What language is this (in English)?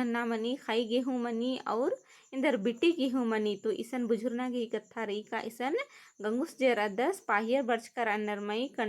Kurukh